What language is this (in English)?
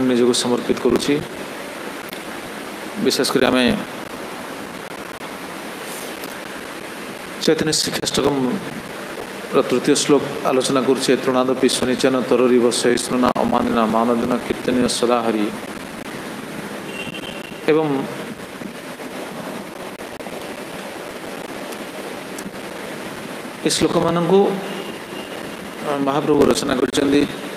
Odia